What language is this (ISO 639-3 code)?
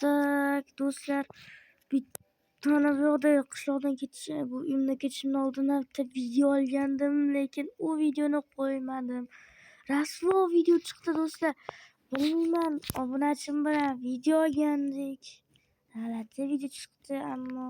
uzb